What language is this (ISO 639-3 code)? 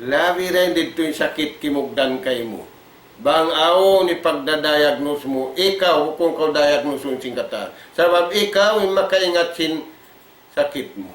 tsg